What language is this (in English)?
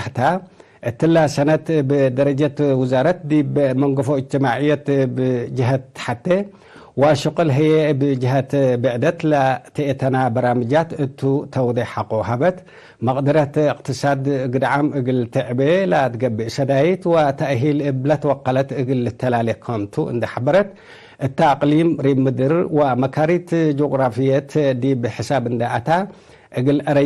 Tigre